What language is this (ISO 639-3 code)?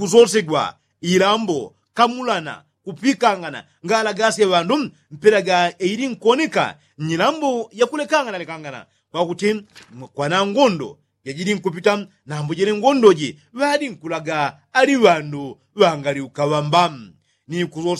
yao